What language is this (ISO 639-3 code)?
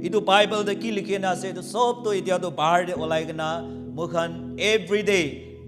nag